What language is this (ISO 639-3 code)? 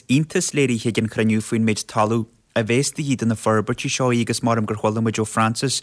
gle